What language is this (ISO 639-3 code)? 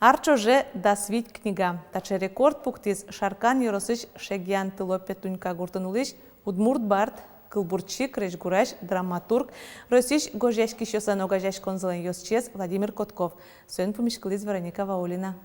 udm